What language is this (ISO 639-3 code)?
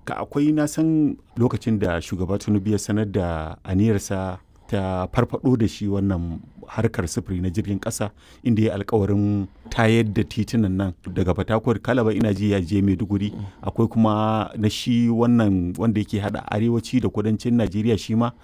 hau